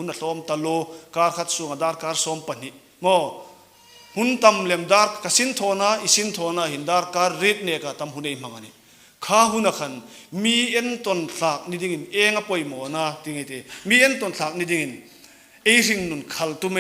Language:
Hmar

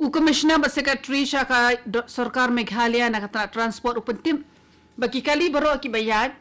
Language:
Khasi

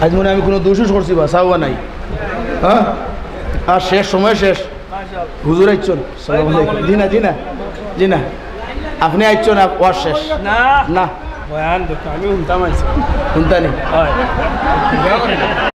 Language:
Sylheti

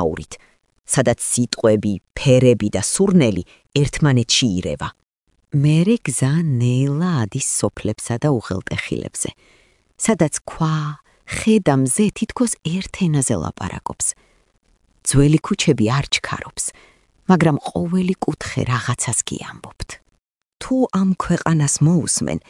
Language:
Georgian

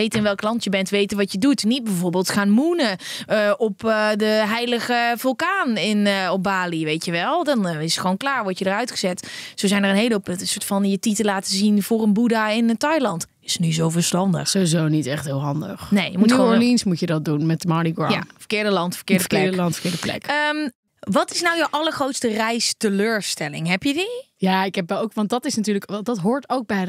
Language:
Dutch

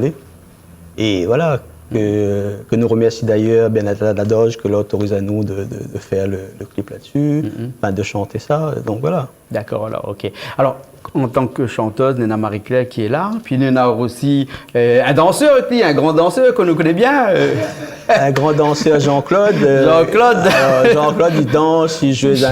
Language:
Réunion Creole French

